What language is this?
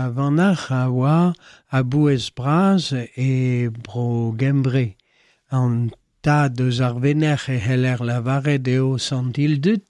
Breton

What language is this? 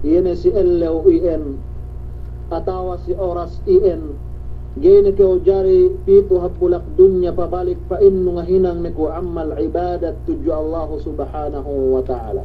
Yakan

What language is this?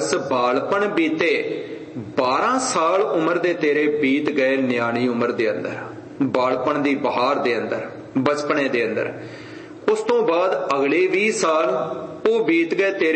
Punjabi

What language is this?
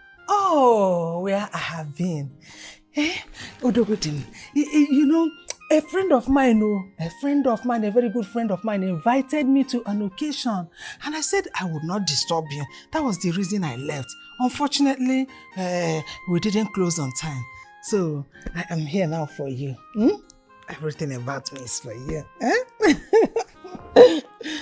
Nigerian Pidgin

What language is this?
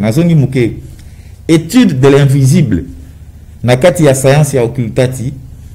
Lingala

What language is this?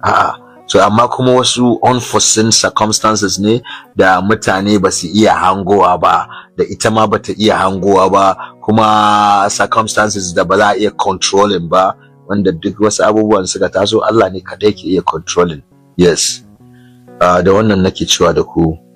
Hausa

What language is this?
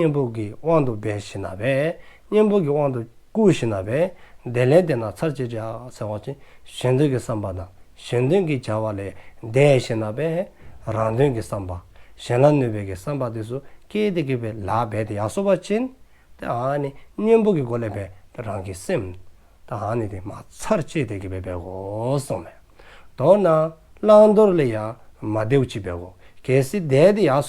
Dzongkha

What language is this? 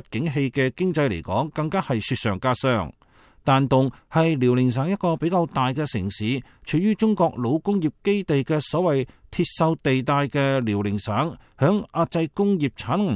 Cantonese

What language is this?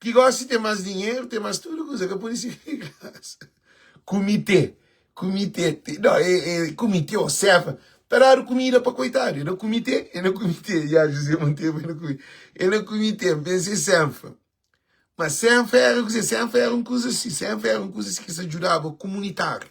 Kabuverdianu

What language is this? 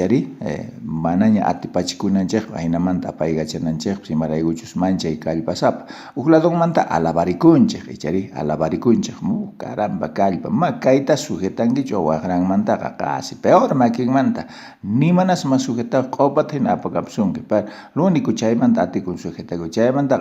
South Bolivian Quechua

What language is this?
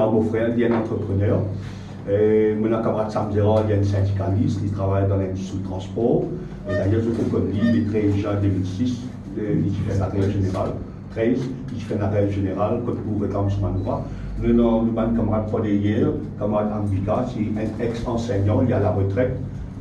Morisyen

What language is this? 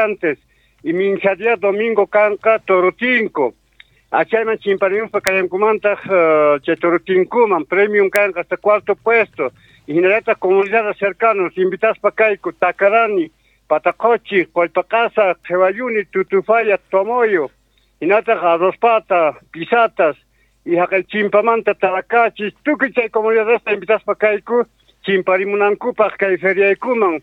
Quechua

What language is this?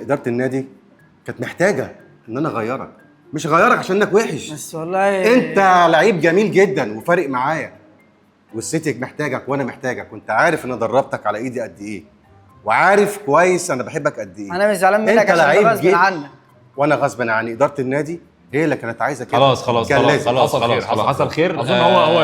Egyptian Arabic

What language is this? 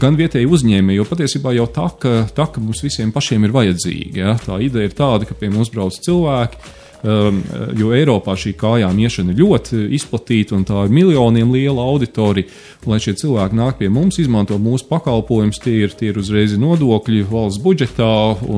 Latvian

